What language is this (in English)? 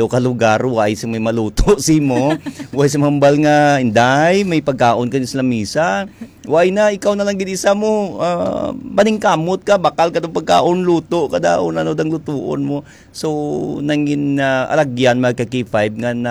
Hiligaynon